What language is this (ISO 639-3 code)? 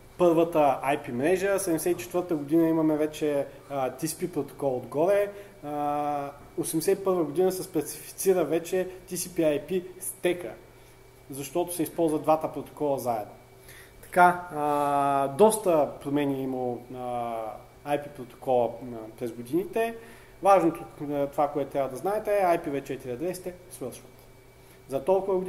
bul